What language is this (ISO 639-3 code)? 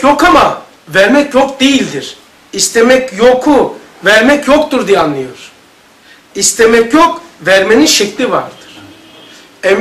tur